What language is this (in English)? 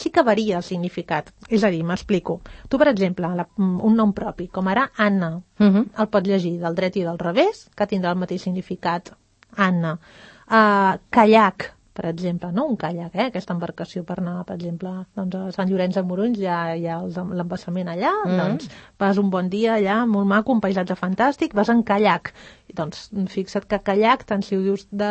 Catalan